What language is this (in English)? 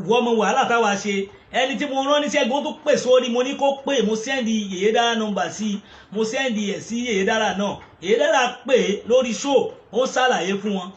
Yoruba